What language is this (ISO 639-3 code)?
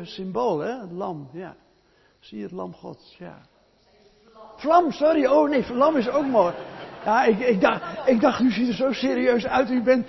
nld